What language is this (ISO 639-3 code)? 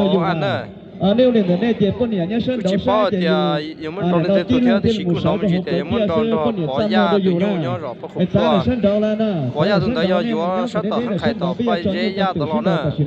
hmn